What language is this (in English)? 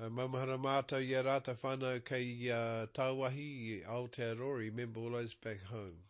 Māori